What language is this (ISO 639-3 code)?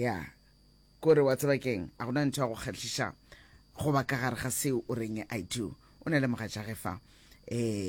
nso